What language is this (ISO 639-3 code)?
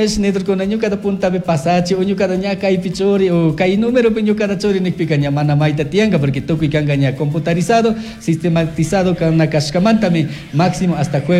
qug